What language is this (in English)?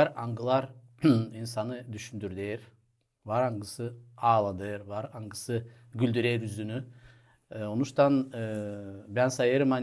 Gagauz